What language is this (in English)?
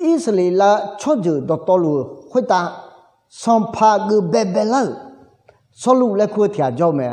Akha